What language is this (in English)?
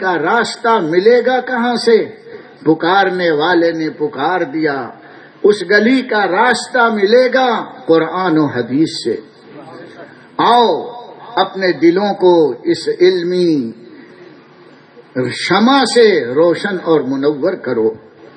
Urdu